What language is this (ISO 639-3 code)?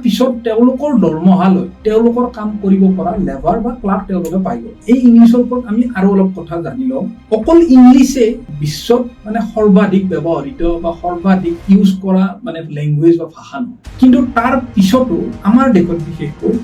asm